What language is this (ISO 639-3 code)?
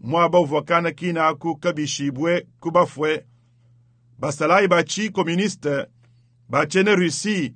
lua